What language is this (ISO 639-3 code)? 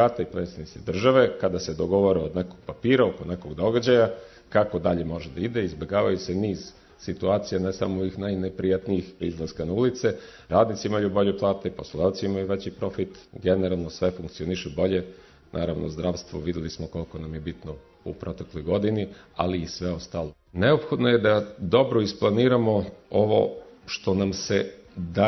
srp